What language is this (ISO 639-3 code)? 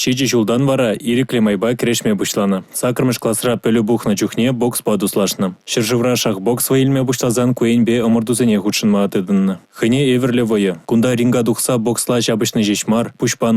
chv